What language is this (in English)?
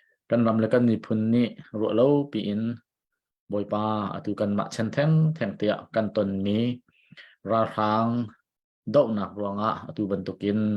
Hakha Chin